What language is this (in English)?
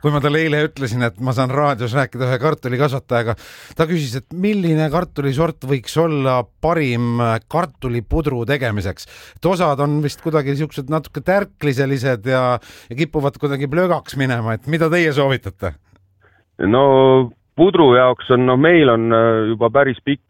Estonian